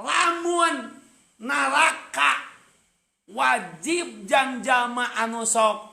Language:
Sundanese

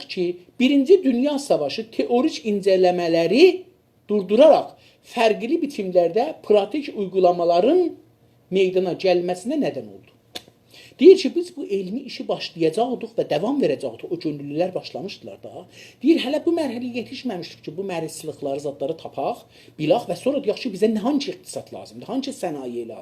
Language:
South Azerbaijani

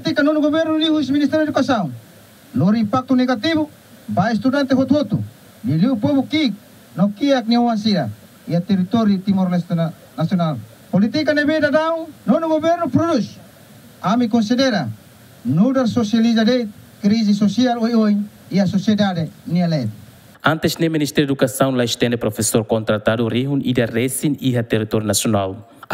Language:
Tetum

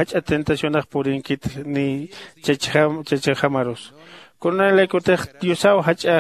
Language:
Aymara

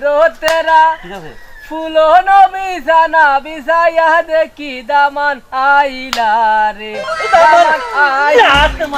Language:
Sylheti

